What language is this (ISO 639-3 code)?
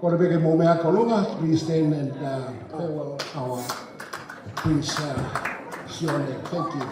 ton